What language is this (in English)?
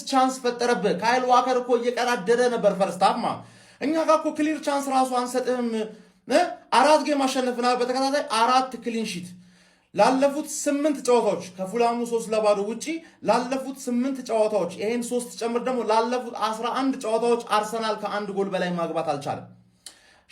Amharic